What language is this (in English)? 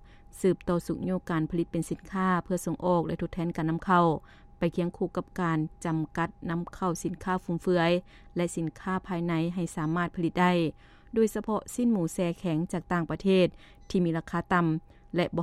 Lao